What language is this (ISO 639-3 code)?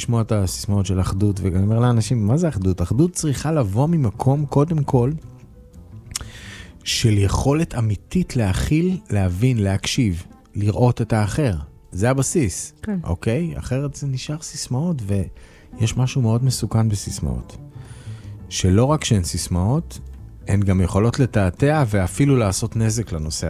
heb